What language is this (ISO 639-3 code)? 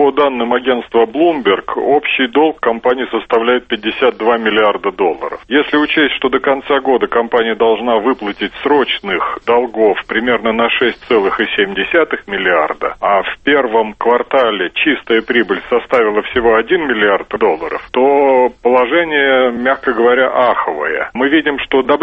rus